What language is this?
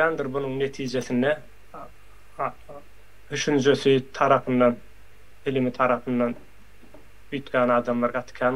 Turkmen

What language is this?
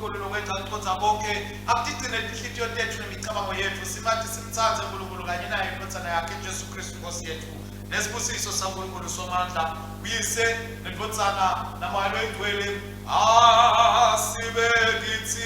Swati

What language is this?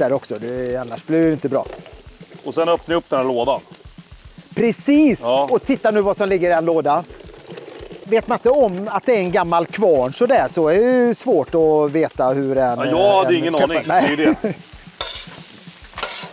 Swedish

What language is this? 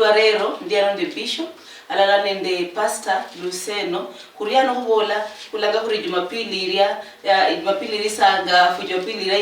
Luyia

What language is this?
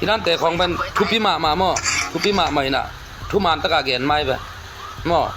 Tedim Chin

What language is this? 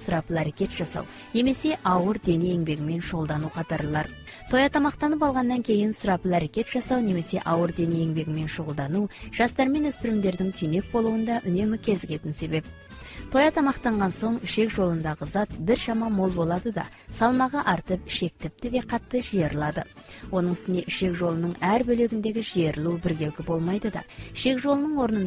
Kazakh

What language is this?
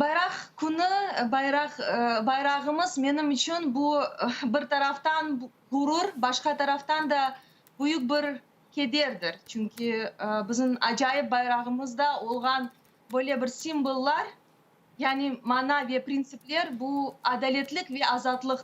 Crimean Tatar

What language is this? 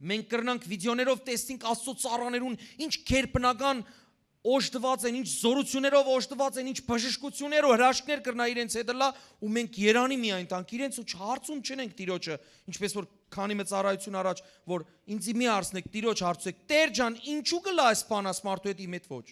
Western Armenian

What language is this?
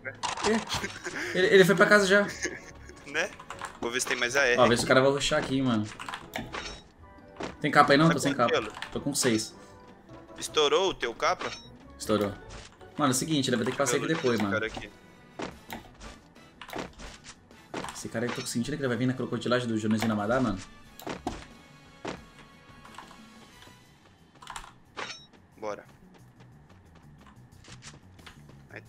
Portuguese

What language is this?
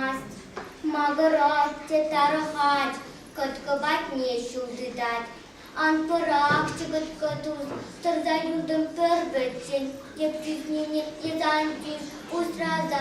Chuvash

